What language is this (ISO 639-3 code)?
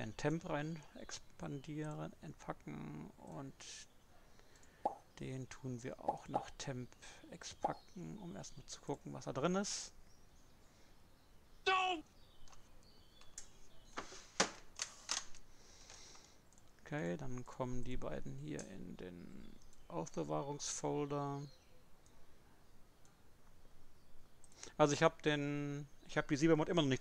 deu